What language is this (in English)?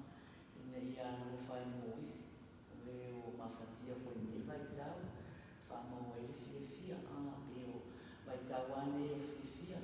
Samoan